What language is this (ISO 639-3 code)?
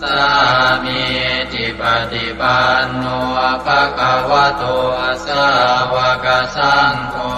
pli